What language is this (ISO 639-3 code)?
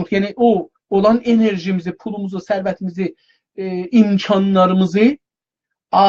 azb